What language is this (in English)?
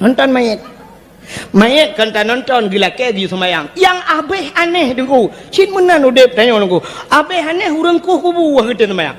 Achinese